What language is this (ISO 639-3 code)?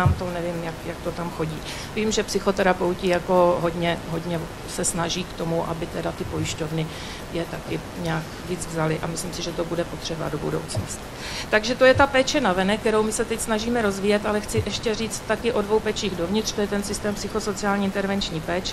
ces